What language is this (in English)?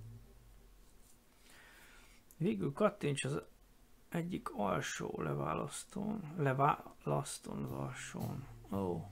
Hungarian